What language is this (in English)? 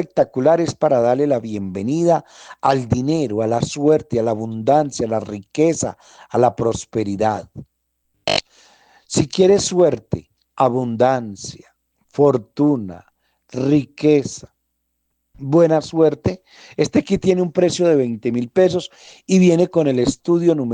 Spanish